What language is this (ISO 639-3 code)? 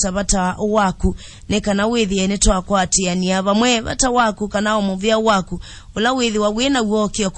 kam